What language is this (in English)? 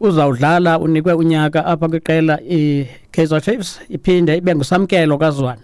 Xhosa